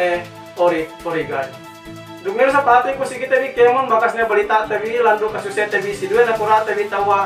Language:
Yakan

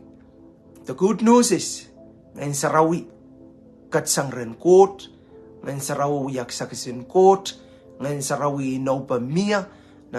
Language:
Pohnpeian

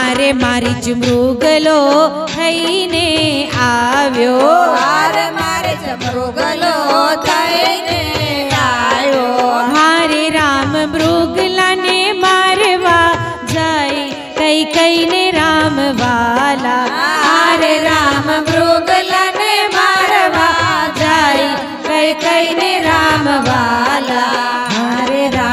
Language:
Gujarati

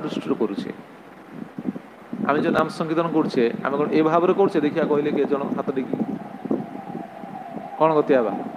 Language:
Odia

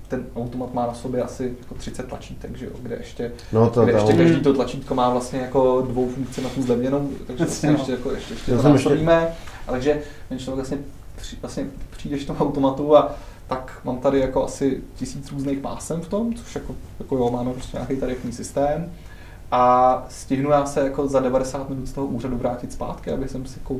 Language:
Czech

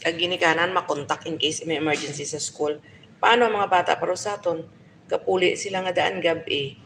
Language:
Hiligaynon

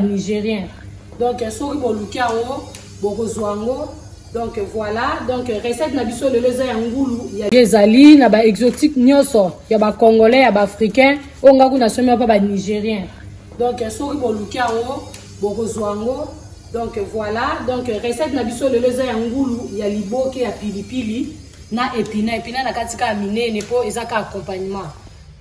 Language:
Lingala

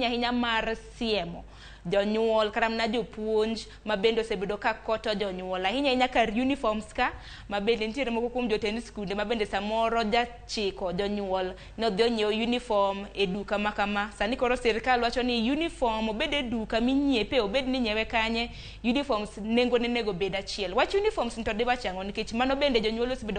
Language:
Luo (Kenya and Tanzania)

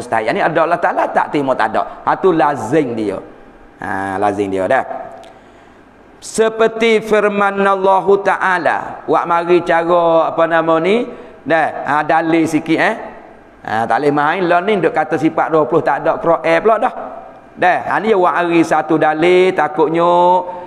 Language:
Malay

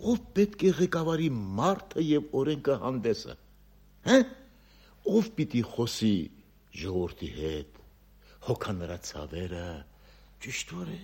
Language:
Armenian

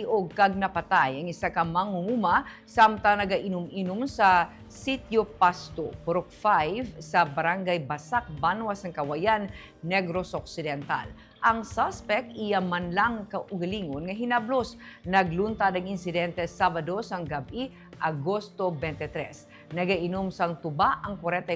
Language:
Hiligaynon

